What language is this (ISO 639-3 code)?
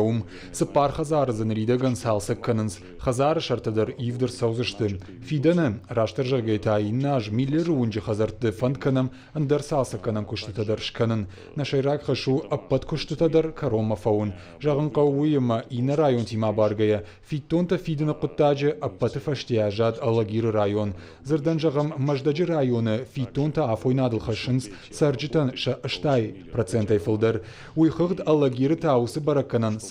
oss